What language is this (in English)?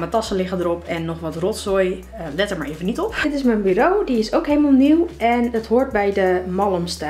Dutch